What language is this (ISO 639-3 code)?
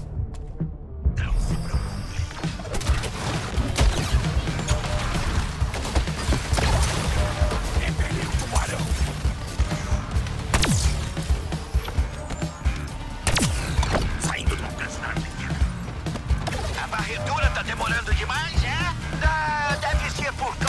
por